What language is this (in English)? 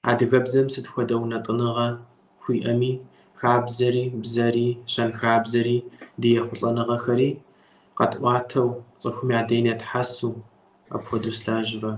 Kabardian